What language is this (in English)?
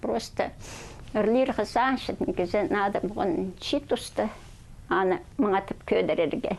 Khakas